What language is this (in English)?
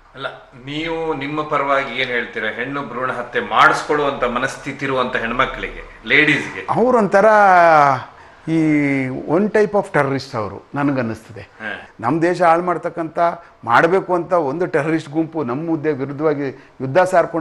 Kannada